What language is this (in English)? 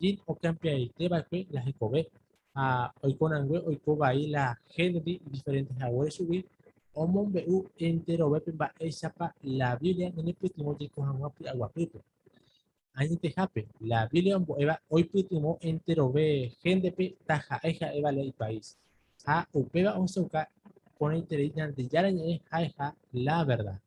Guarani